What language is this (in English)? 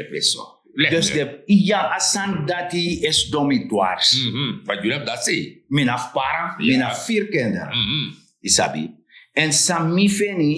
Sranan Tongo